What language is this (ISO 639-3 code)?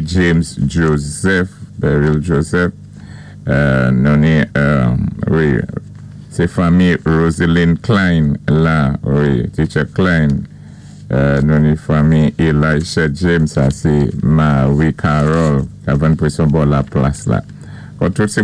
acf